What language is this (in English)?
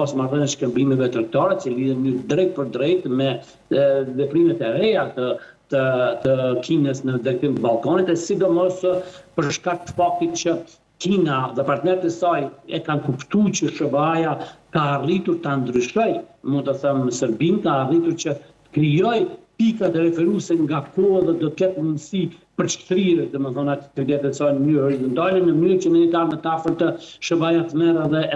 Albanian